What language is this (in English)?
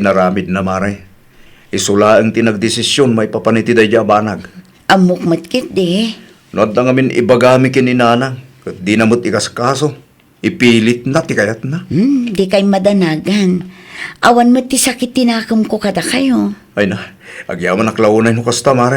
Iloko